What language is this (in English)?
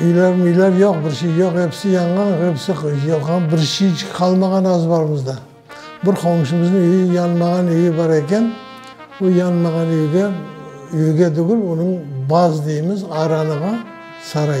Crimean Tatar